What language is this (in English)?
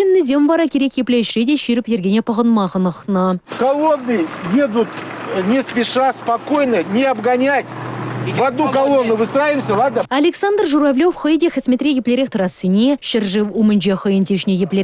Chuvash